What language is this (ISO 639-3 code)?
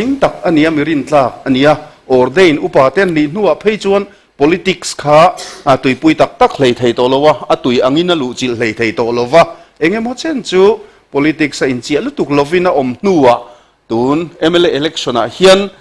lus